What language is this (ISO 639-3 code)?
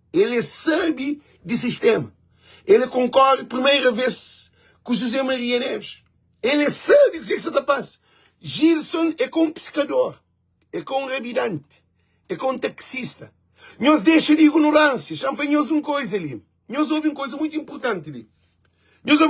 kea